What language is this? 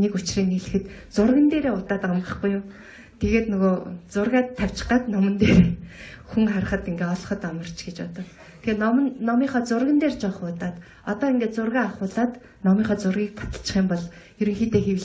Mongolian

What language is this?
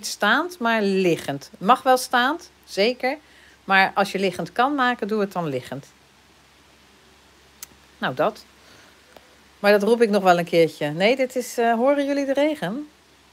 Dutch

